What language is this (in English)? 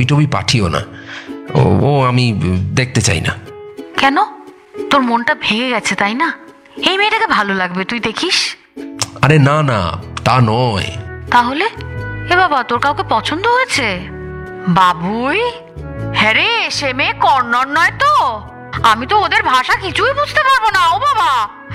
Bangla